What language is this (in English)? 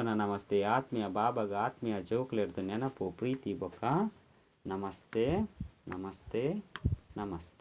Tulu